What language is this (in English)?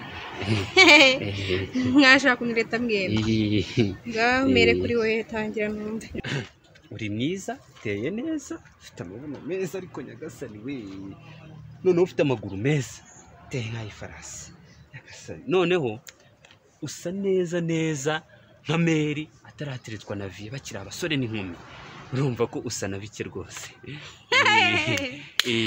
Kinyarwanda